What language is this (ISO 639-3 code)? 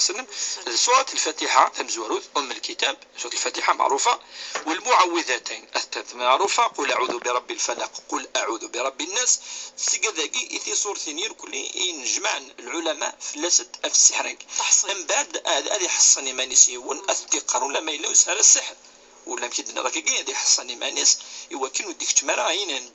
kab